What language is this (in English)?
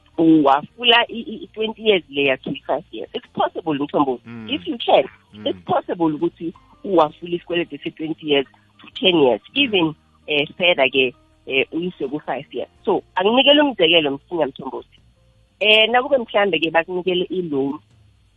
South Ndebele